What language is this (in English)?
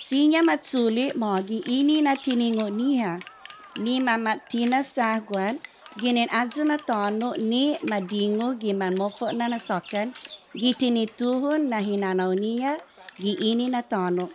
Chamorro